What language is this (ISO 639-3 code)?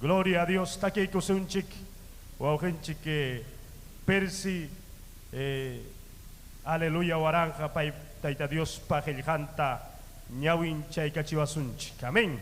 quy